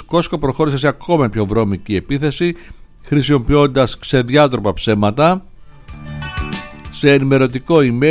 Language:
Greek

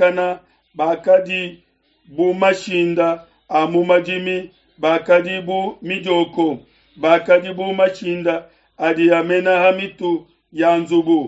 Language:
Luba-Lulua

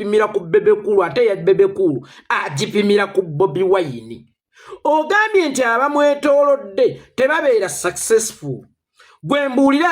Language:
Ganda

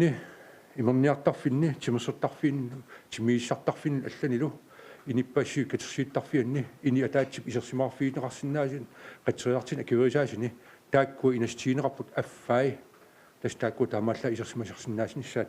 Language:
Kalaallisut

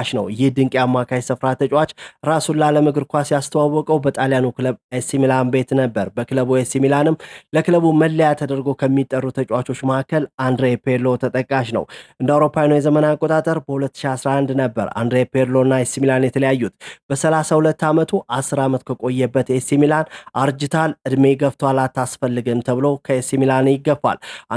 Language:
Amharic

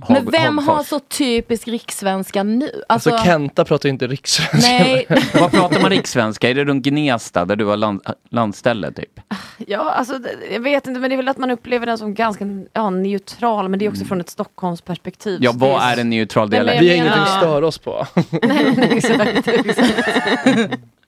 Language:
Swedish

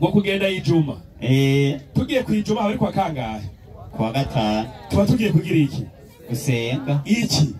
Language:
Rundi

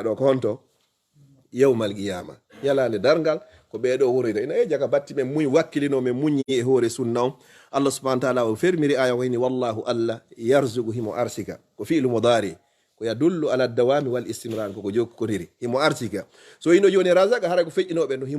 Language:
Fula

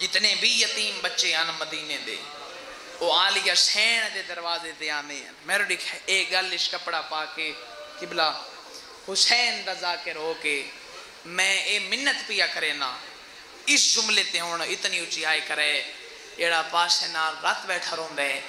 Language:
Saraiki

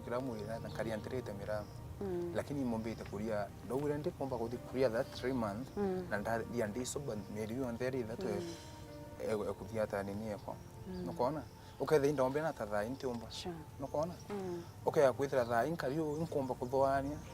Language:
Meru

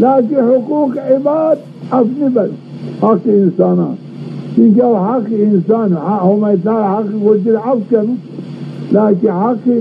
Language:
Zaza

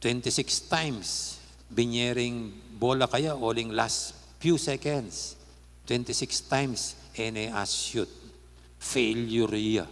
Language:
Pampanga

